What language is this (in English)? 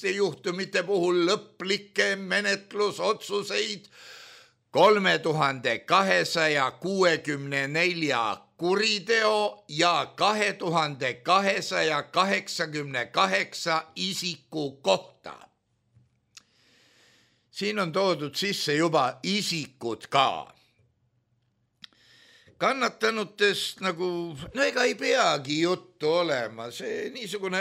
Estonian